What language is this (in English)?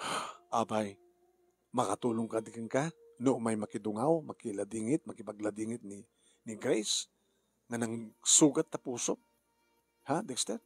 Iloko